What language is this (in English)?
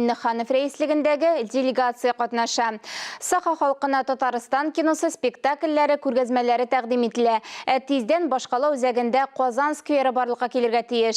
Tatar